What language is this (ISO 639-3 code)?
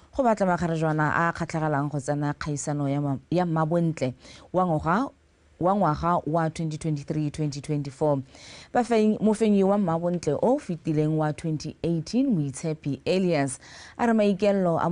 tsn